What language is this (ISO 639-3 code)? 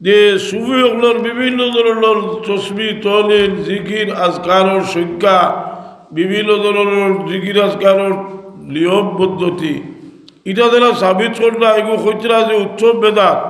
syl